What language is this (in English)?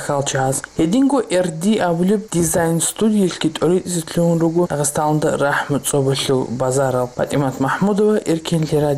Avaric